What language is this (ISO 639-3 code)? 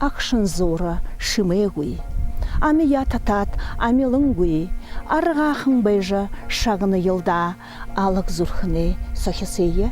bua